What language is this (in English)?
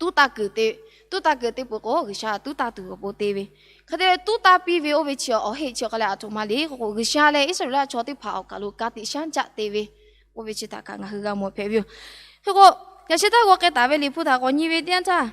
Lahu